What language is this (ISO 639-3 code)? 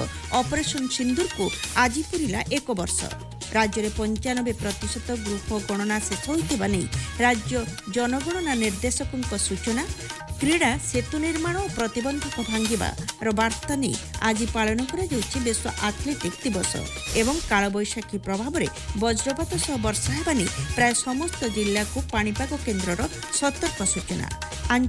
ori